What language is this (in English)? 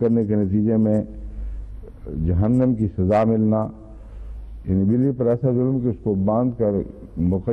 Urdu